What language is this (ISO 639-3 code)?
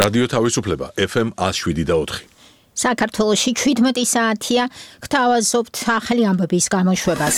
kat